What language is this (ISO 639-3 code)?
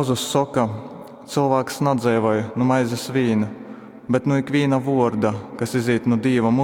ltg